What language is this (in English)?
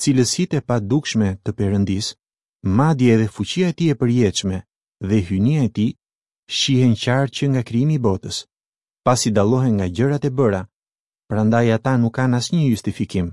Albanian